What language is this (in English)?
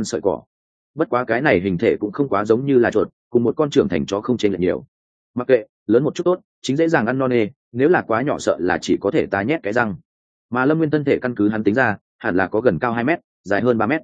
Vietnamese